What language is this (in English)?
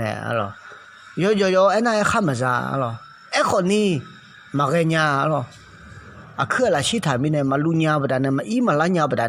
Akha